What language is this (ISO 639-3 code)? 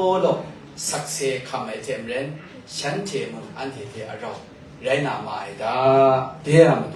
kac